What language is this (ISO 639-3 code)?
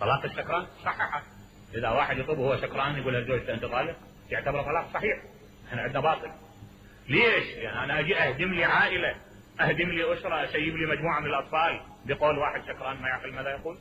acm